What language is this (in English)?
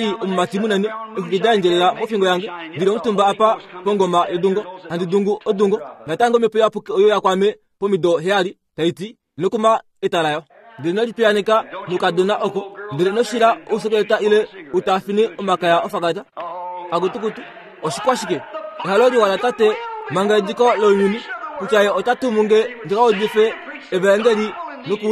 Kuanyama